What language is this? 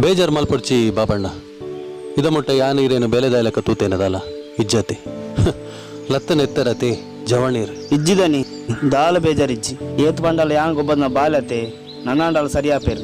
Tulu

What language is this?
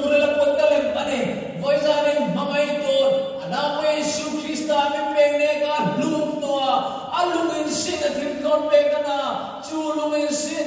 Hmar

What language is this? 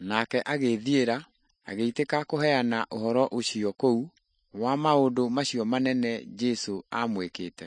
Kikuyu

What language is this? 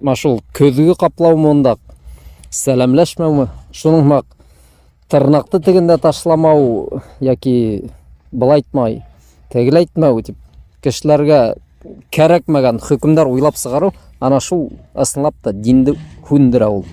Bashkir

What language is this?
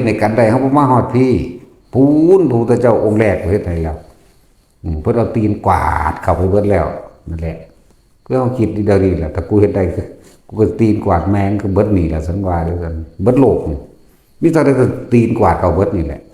Northeastern Thai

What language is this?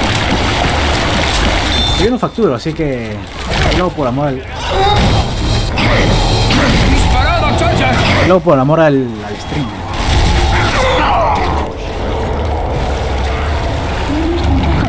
Spanish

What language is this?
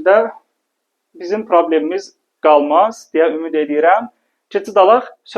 Azerbaijani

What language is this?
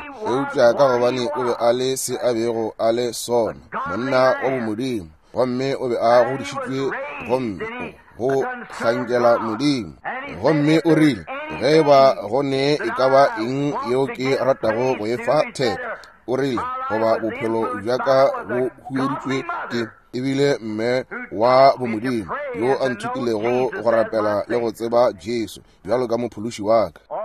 Northern Sotho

